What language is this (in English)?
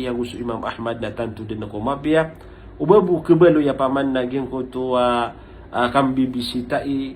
Maranao